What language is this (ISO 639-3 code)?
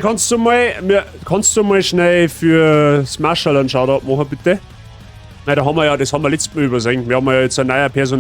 bar